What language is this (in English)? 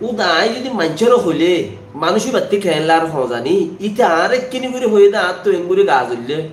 Rohingya